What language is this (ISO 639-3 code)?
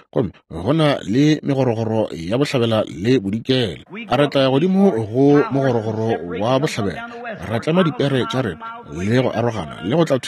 nso